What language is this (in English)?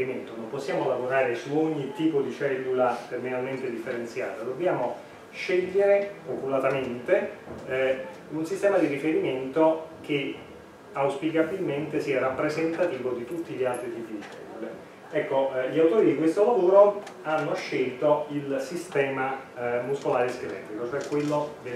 Italian